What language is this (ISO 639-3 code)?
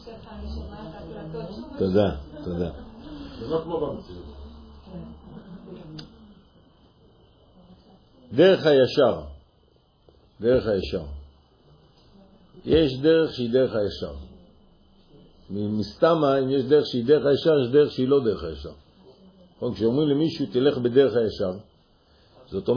heb